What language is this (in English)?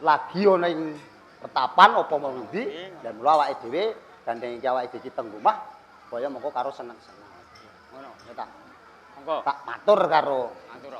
Javanese